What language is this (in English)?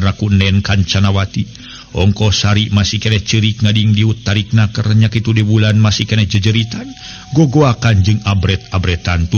Sundanese